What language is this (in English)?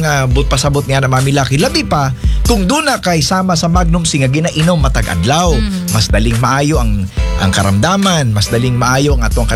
Cebuano